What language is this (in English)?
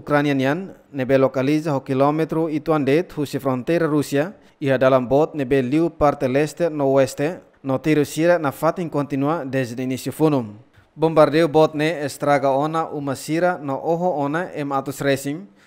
Tetum